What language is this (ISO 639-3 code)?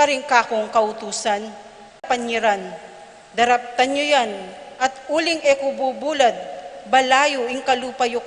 pam